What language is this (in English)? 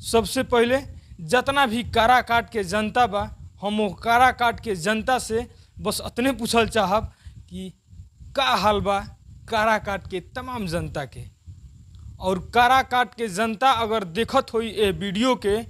Bhojpuri